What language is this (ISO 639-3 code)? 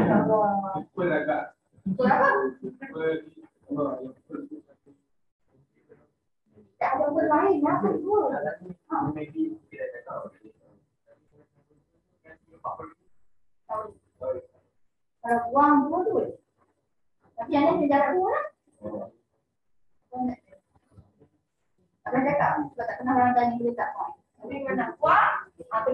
msa